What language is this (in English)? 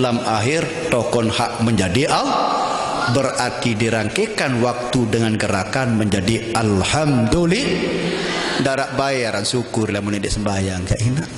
Sasak